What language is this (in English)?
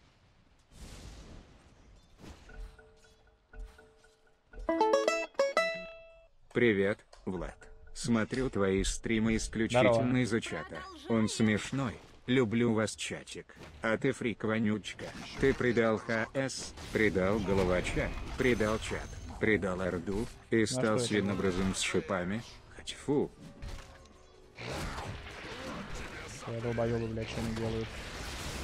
Russian